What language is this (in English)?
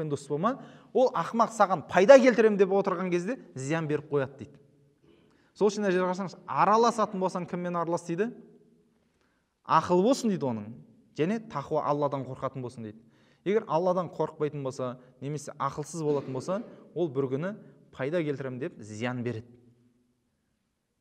Kazakh